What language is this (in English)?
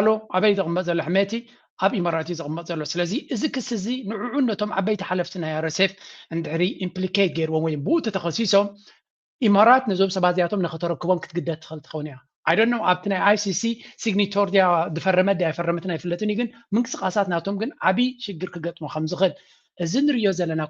Tigrinya